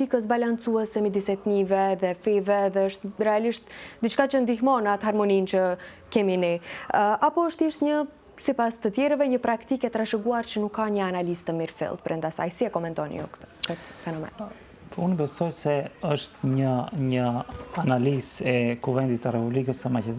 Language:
Albanian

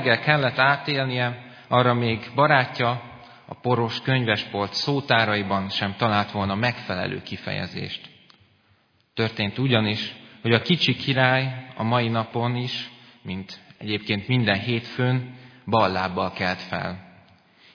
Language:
Hungarian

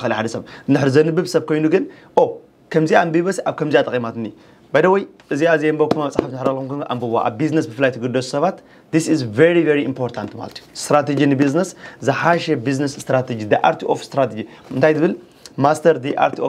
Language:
Tigrinya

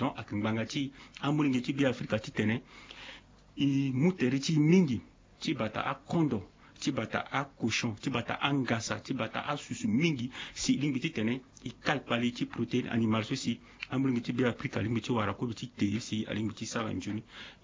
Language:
Sango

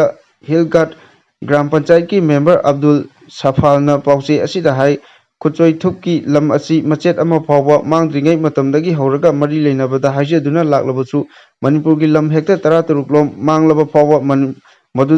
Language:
Manipuri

